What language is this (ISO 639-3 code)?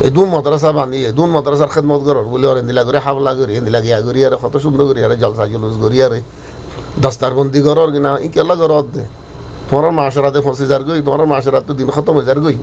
rhg